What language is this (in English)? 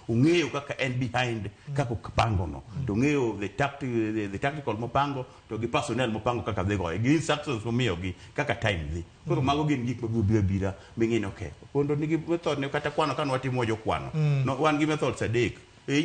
Luo (Kenya and Tanzania)